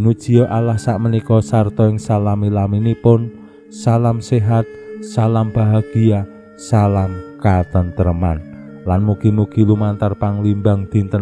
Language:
Javanese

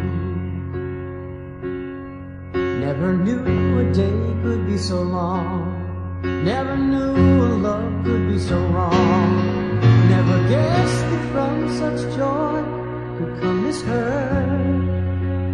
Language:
English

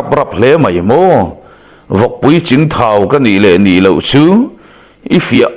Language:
Mizo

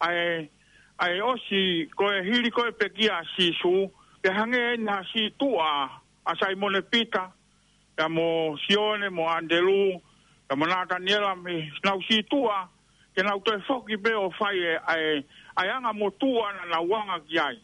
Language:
Tongan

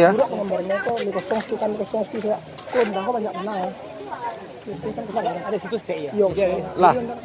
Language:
Minangkabau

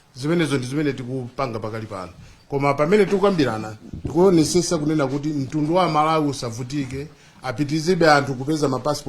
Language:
Nyanja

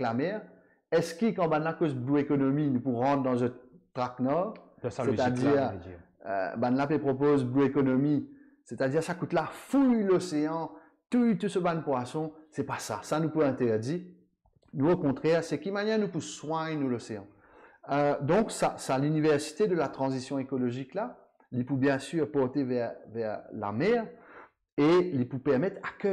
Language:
Morisyen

